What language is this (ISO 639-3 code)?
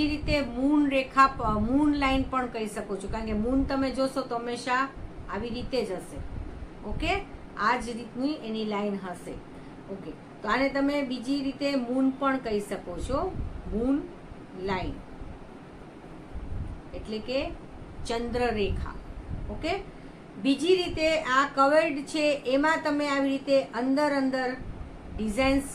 guj